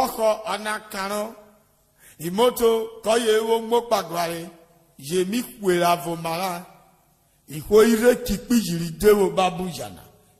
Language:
Urhobo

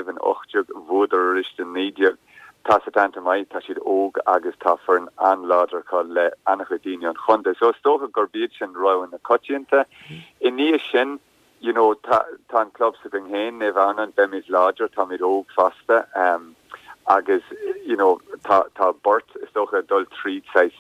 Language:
Irish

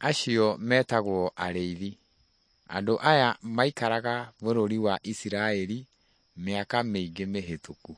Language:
Kikuyu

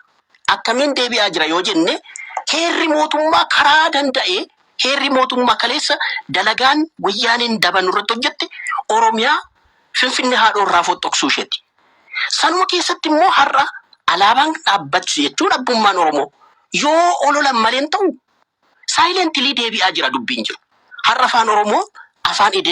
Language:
Oromo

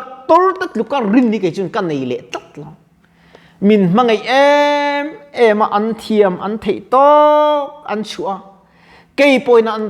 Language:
Mizo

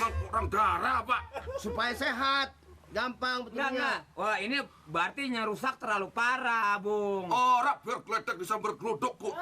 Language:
Betawi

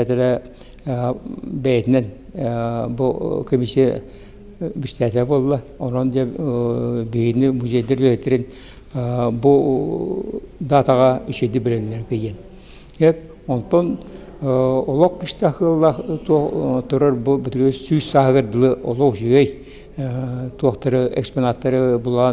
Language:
Yakut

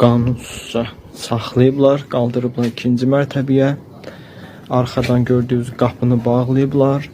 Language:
Azerbaijani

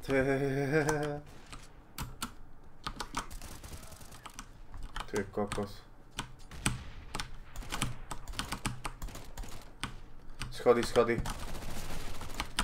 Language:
Slovak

